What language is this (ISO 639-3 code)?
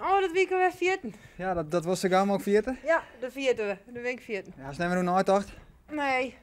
fry